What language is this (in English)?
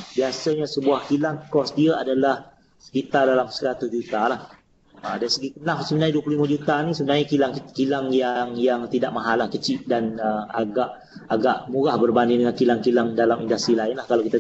Malay